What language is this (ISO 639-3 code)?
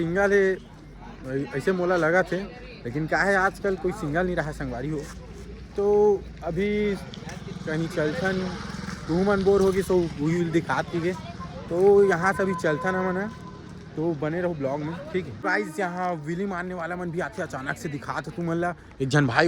hne